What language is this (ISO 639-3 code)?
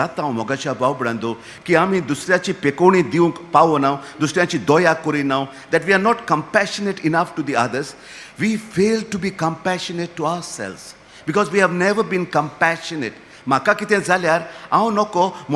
kok